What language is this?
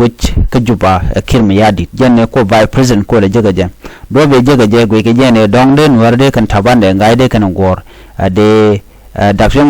Nuer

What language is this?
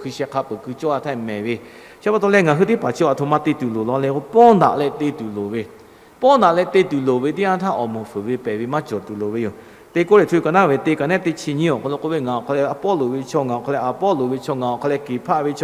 Lahu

